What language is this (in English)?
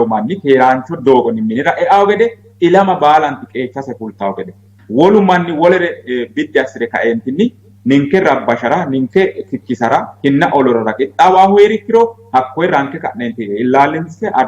Sidamo